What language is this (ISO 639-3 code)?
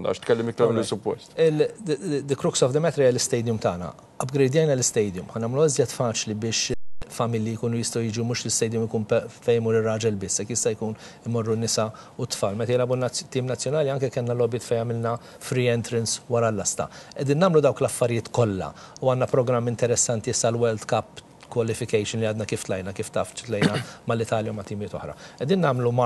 mlt